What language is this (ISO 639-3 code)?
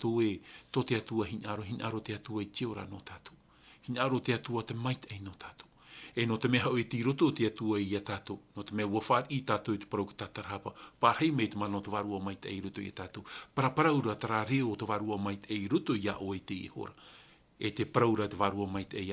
tah